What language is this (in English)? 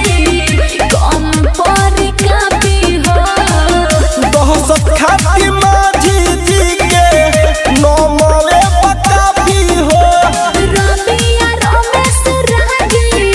Bhojpuri